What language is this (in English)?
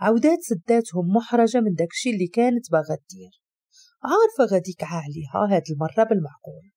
Moroccan Arabic